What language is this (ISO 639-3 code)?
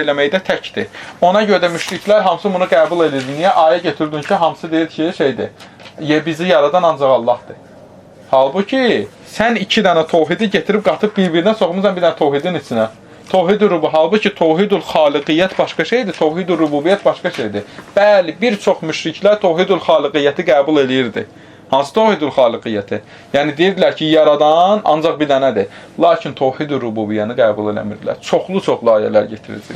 aze